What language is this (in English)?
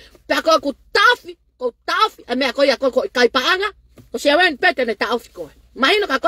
Tongan